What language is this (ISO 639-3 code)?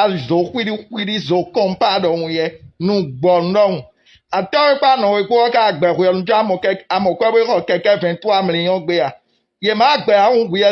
fon